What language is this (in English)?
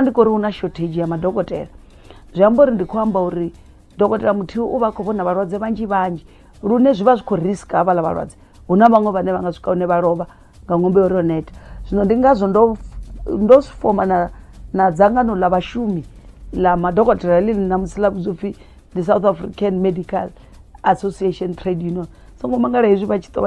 Venda